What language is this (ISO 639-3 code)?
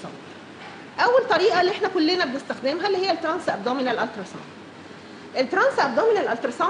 arz